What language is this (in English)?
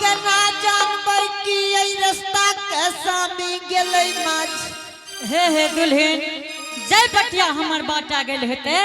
Angika